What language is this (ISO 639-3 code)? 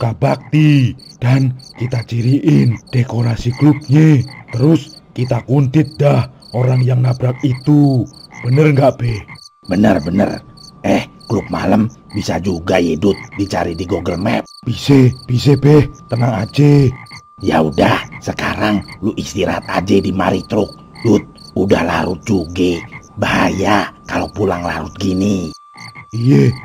bew